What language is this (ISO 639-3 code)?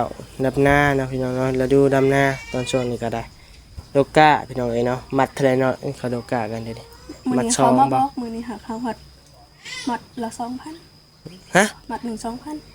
lao